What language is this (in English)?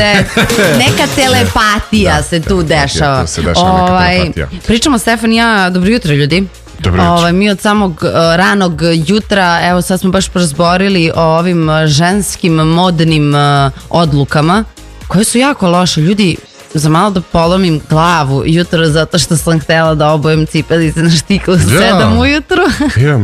Serbian